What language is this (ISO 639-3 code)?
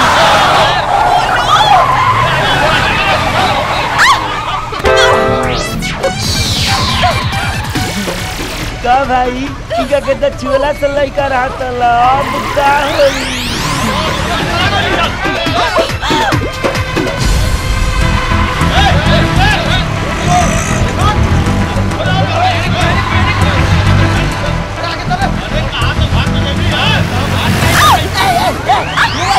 bho